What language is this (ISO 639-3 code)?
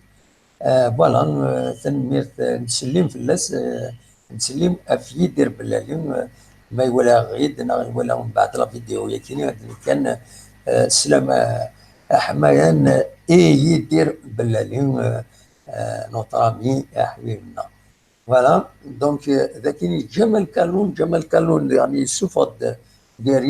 kab